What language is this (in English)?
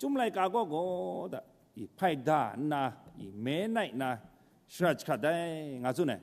Kachin